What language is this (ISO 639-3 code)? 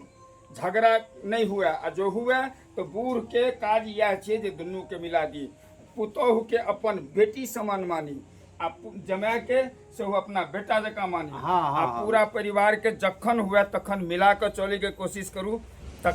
mai